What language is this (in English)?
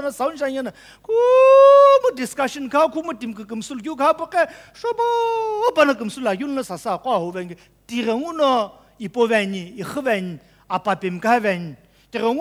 Sumi Naga